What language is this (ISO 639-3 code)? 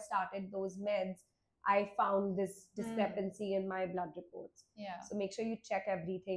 eng